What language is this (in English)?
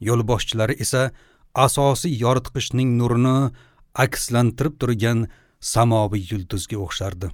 Uzbek